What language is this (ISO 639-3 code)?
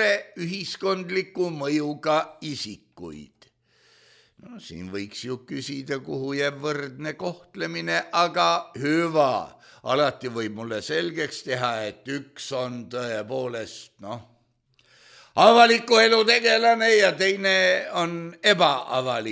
est